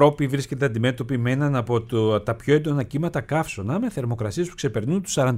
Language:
Greek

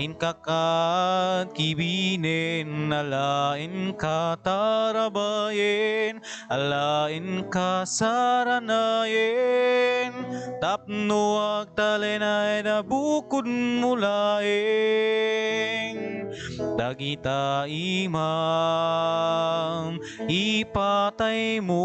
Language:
Iloko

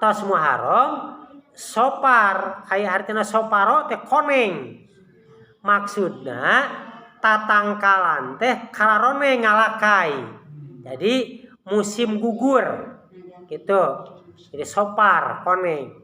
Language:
Sundanese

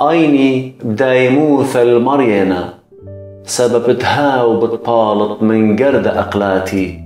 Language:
Assyrian Neo-Aramaic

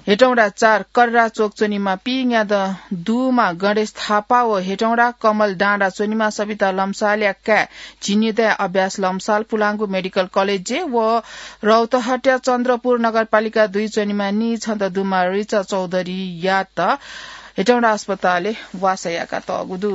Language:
Newari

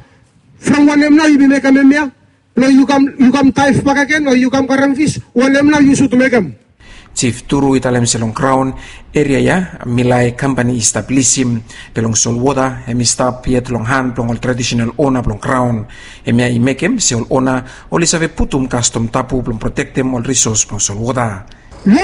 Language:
Bislama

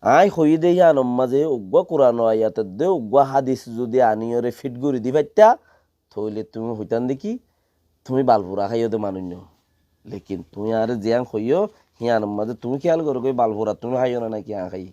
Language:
Rohingya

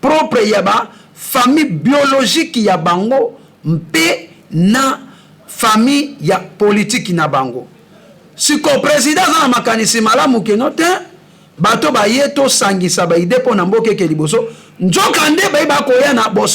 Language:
Lingala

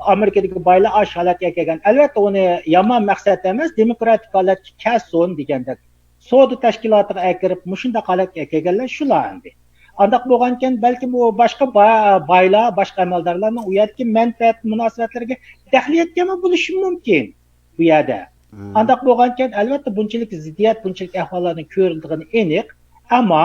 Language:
Uyghur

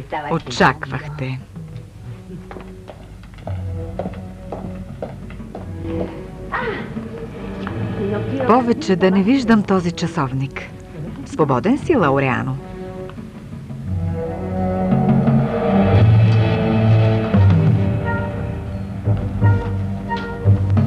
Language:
Bulgarian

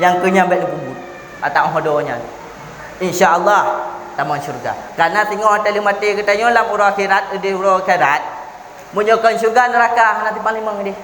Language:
Achinese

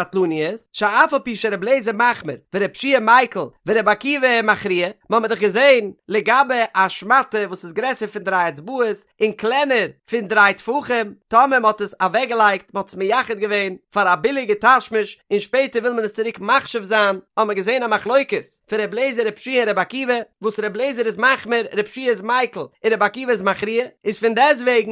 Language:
Yiddish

